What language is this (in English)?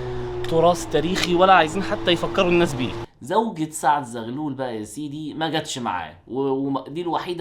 Egyptian Arabic